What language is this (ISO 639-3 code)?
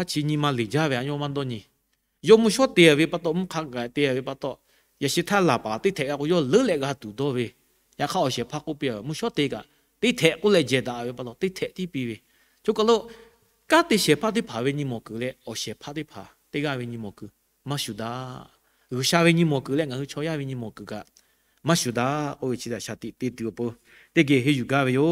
lhu